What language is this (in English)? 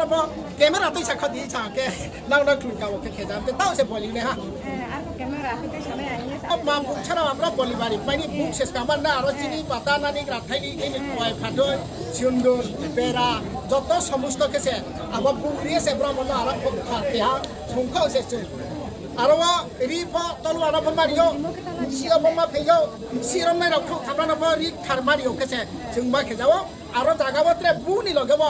Riang (India)